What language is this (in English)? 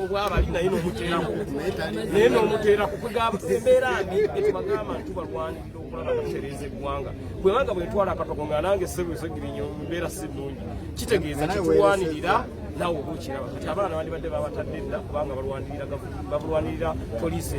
Ganda